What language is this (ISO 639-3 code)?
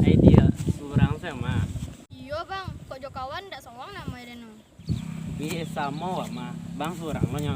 min